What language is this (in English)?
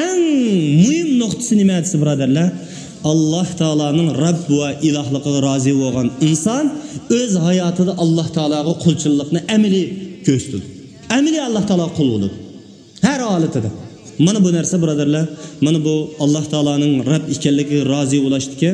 Uyghur